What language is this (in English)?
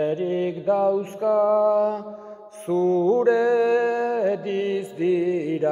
Basque